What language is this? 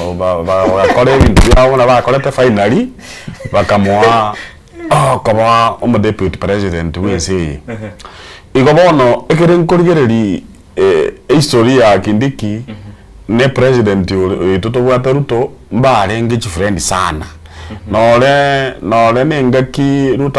Gusii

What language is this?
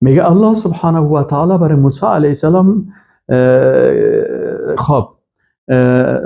Persian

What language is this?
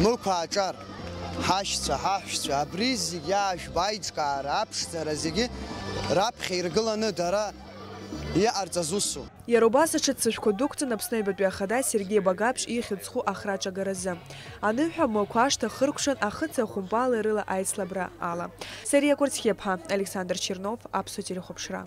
Abkhazian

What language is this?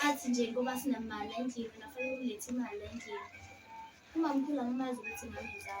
Zulu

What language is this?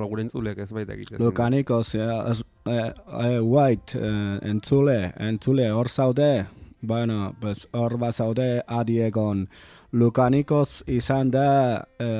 Basque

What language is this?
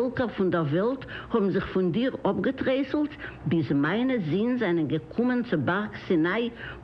Yiddish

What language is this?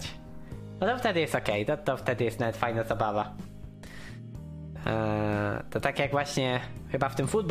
Polish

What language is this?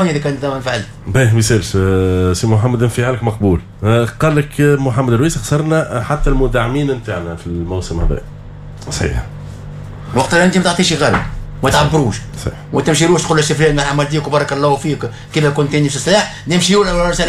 Tunisian Arabic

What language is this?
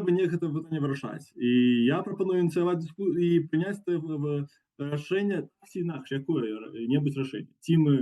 Belarusian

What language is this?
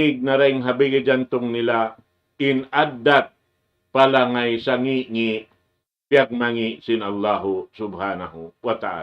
Tausug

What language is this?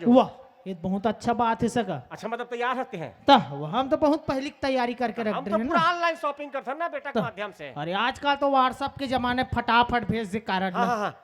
Chhattisgarhi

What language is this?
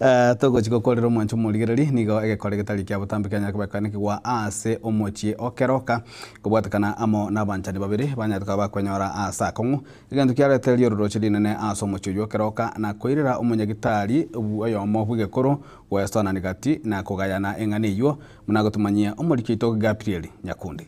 Gusii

